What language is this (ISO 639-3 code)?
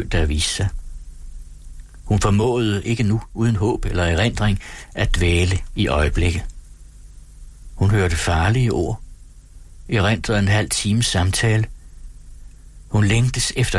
dan